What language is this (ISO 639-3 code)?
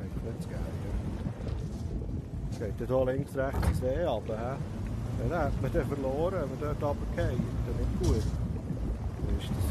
gsw